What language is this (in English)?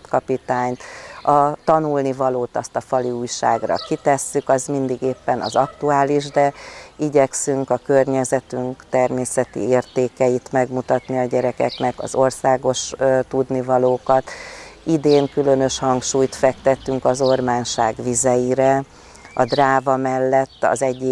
Hungarian